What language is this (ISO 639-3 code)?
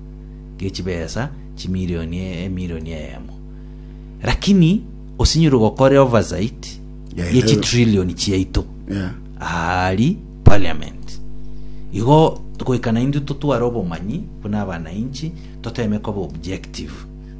guz